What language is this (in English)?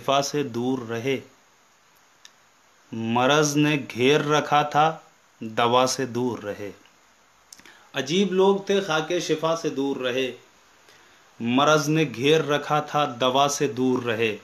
Urdu